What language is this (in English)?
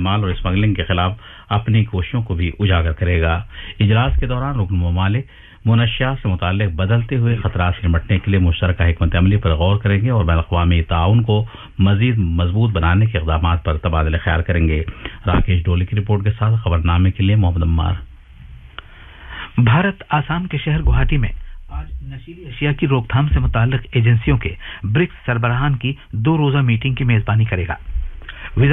Urdu